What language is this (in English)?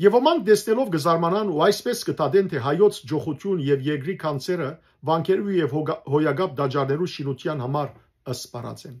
Western Armenian